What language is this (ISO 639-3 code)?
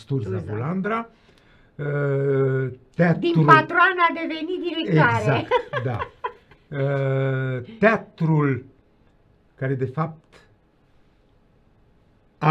ron